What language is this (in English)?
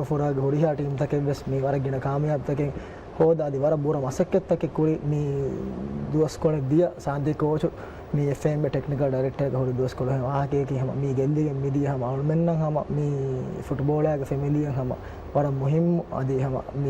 Divehi